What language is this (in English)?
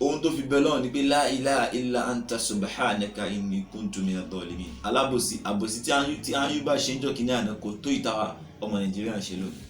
Yoruba